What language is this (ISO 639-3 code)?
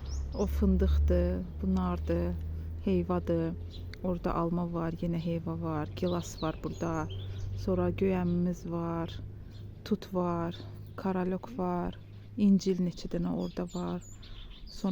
aze